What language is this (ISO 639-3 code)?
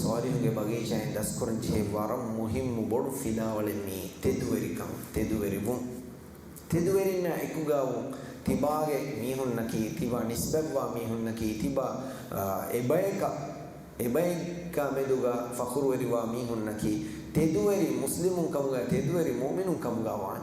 div